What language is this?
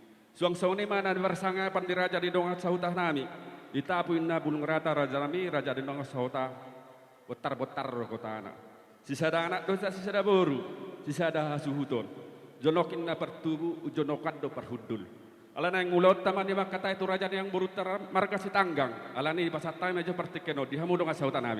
Batak Toba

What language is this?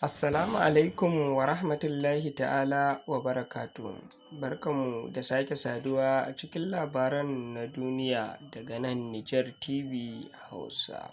Hausa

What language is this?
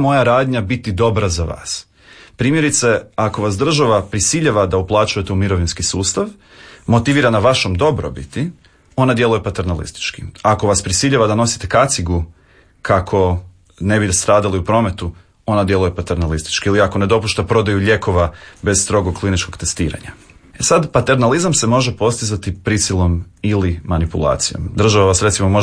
Croatian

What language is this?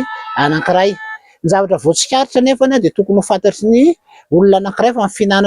Malagasy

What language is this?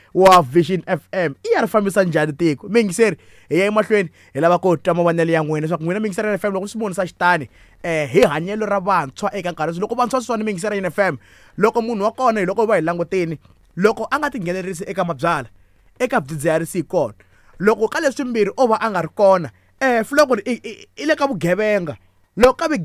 Tsonga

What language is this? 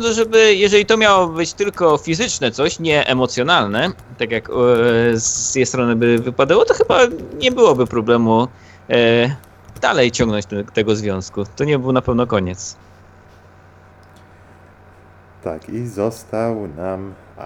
Polish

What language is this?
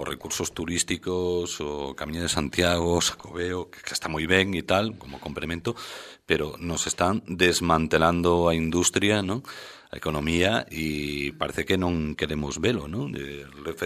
Galician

